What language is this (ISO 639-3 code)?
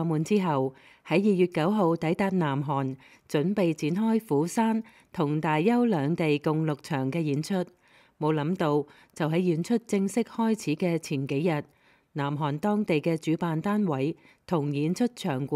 yue